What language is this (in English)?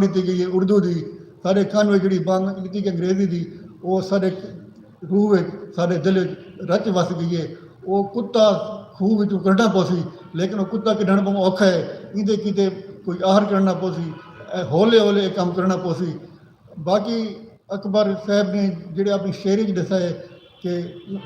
Saraiki